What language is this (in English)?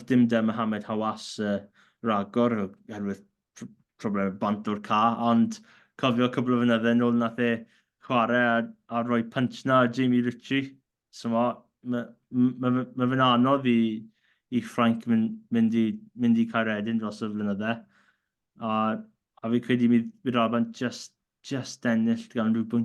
Welsh